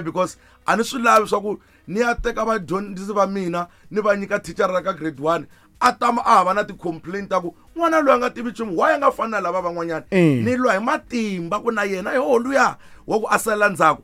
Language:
Tsonga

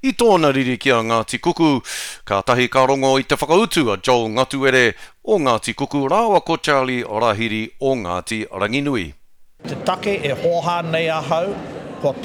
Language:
Māori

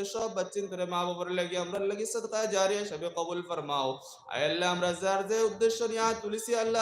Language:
Sylheti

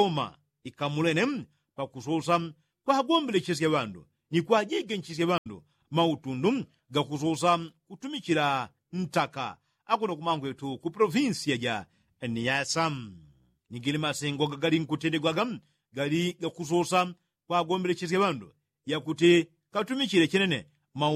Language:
Yao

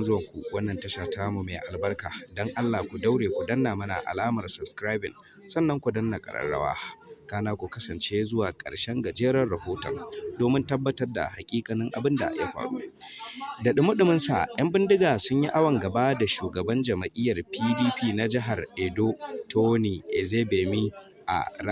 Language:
Hausa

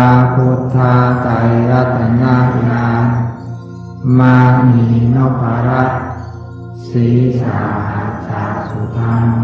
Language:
Pali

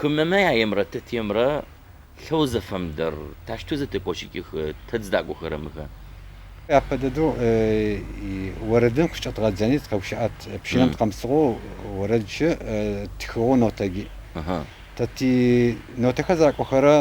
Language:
Adyghe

